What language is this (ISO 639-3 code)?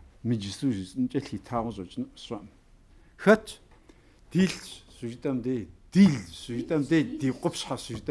kbd